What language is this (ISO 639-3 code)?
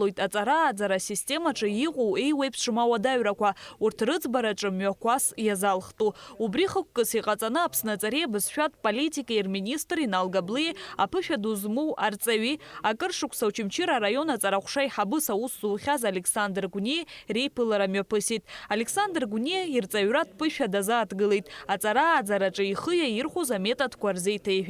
abk